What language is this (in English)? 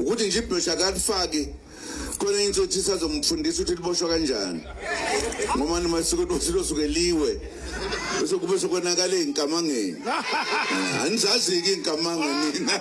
Zulu